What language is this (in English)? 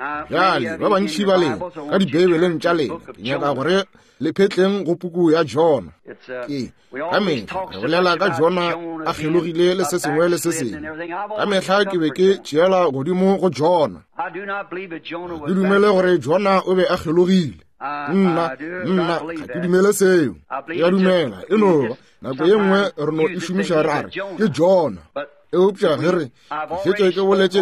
Northern Sotho